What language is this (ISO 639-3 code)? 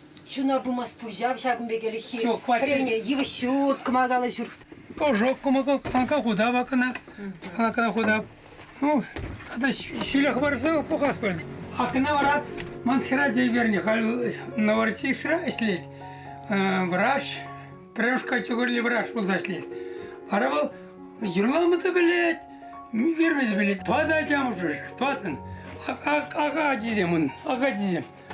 chv